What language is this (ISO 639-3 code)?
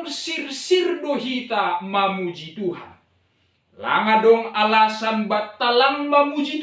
bts